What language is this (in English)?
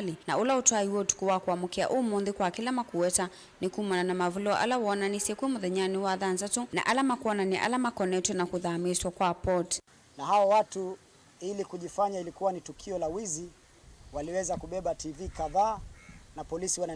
Kamba